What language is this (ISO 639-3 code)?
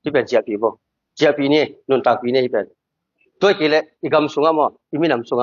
ctd